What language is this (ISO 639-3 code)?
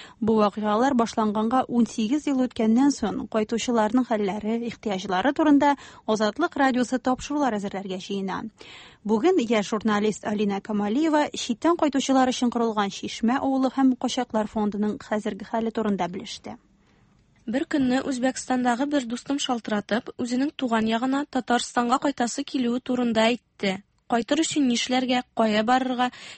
tat